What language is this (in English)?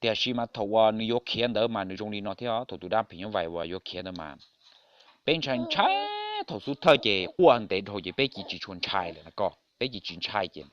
Hmong